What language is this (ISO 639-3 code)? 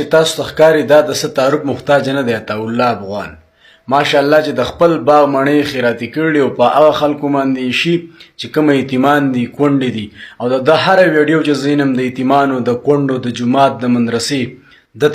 pus